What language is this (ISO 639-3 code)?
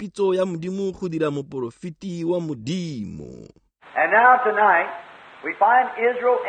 tsn